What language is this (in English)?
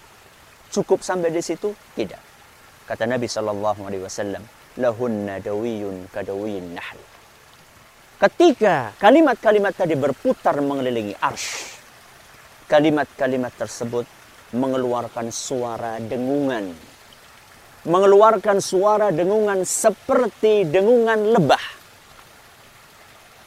Indonesian